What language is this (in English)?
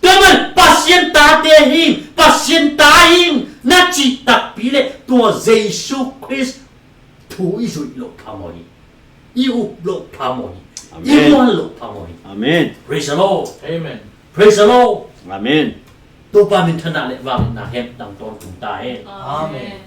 Tedim Chin